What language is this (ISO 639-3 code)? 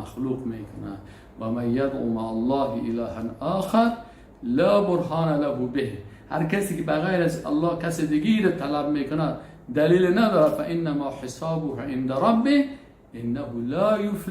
fas